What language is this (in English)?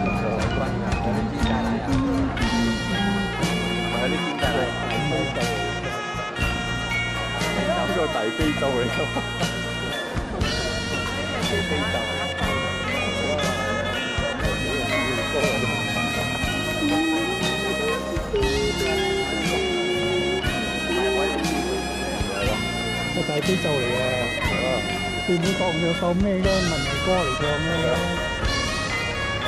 Cantonese